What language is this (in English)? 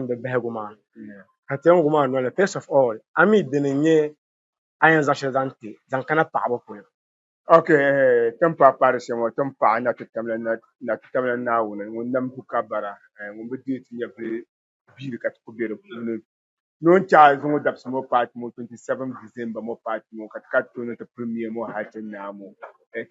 Dagbani